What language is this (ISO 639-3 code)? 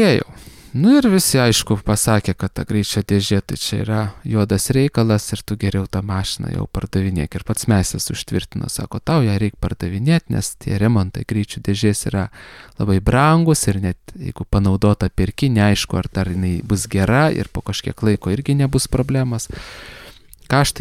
lit